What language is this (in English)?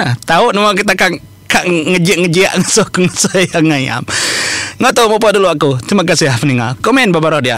Iban